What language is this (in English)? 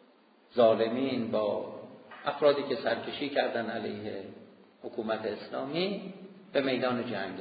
Persian